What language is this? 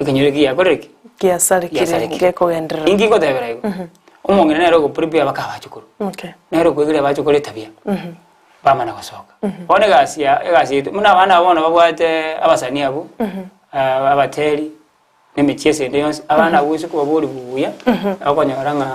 Gusii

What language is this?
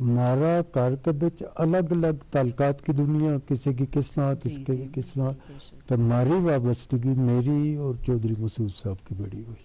Gujari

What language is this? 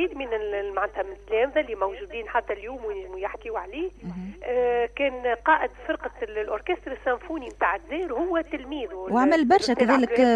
Tunisian Arabic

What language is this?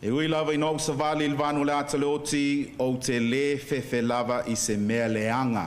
Samoan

